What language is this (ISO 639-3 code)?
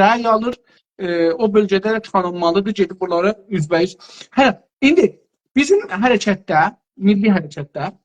azb